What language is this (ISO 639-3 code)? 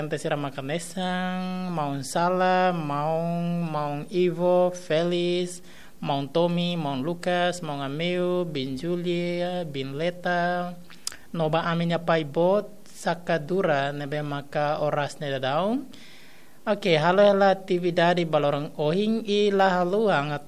tet